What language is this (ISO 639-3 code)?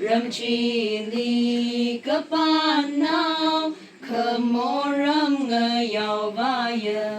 nmf